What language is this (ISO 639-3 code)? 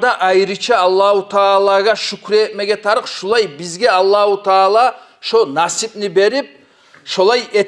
kum